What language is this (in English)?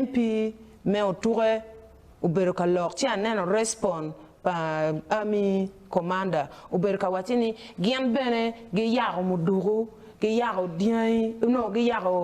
Acoli